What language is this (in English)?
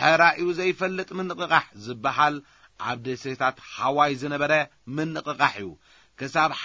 Tigrinya